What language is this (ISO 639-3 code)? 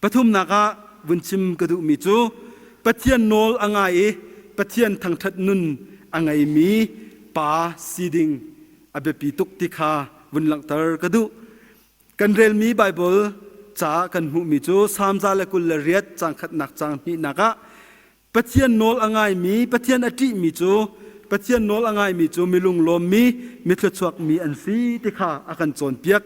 cnh